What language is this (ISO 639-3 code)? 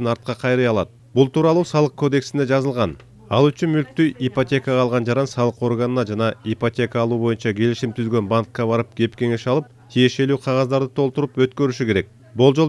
kir